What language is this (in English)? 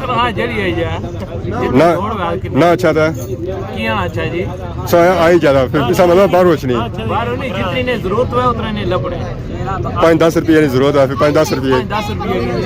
Pahari-Potwari